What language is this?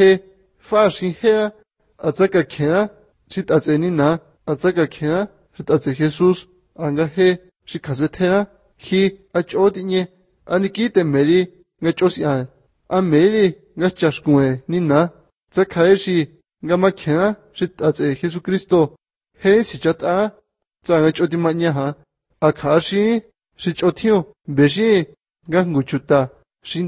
Latvian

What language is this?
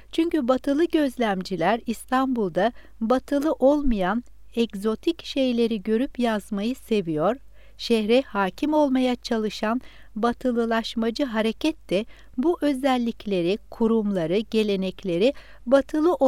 Turkish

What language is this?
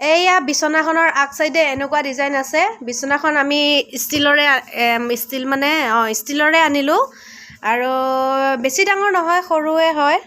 Assamese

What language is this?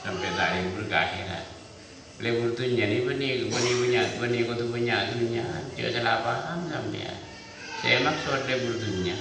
Madurese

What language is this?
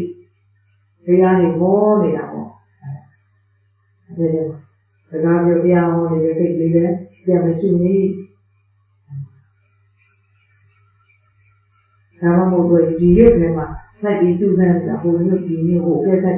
Burmese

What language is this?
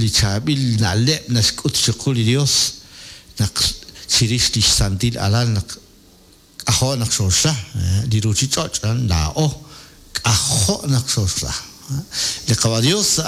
Kekchí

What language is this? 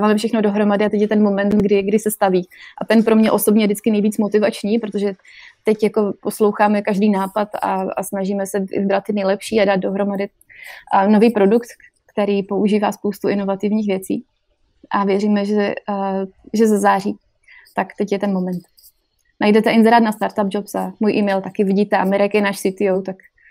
Czech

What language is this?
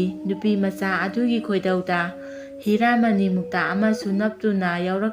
Manipuri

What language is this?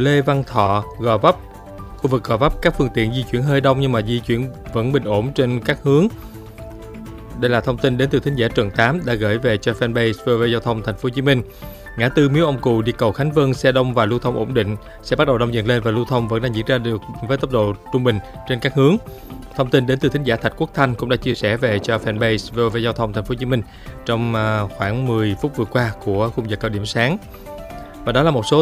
Vietnamese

